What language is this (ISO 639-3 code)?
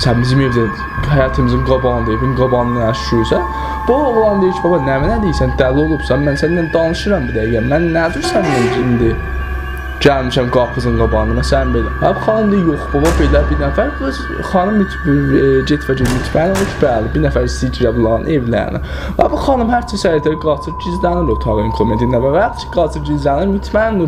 azb